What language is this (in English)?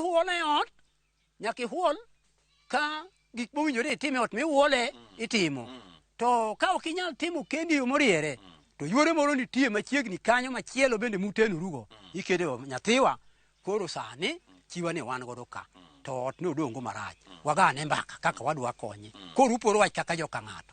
Luo (Kenya and Tanzania)